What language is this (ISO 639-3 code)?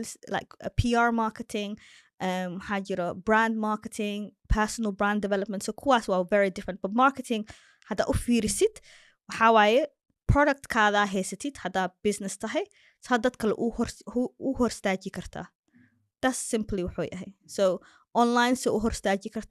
som